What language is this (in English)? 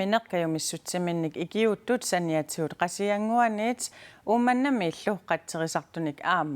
Kalaallisut